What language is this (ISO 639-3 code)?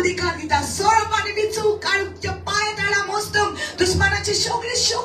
kok